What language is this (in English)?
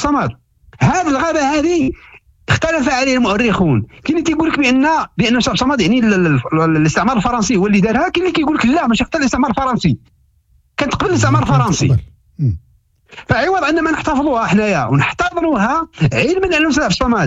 Moroccan Arabic